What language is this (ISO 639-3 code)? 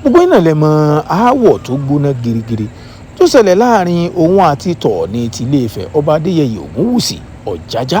yor